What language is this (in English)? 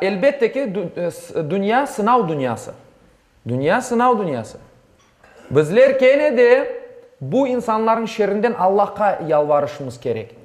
Crimean Tatar